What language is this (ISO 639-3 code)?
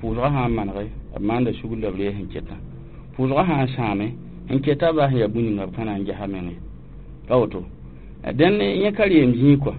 mos